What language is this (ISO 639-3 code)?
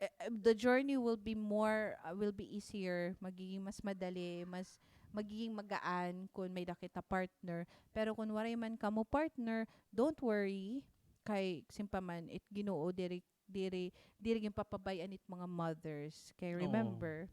war